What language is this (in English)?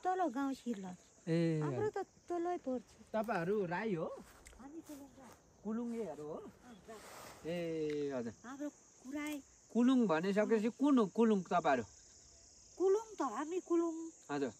Nepali